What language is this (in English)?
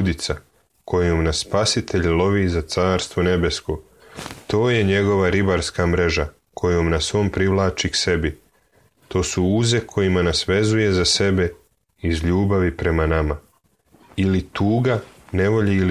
Serbian